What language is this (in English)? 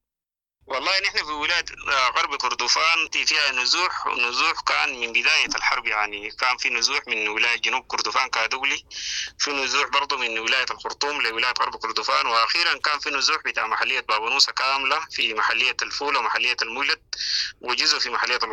Sudanese Arabic